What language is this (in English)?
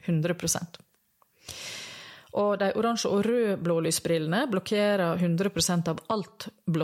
Norwegian